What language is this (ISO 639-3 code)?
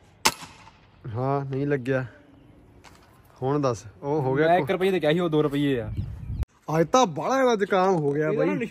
pan